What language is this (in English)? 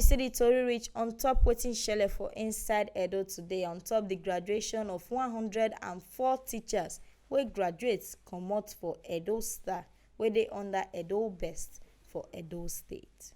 Nigerian Pidgin